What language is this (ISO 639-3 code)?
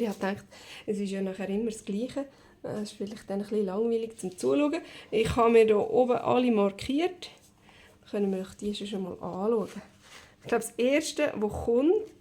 gsw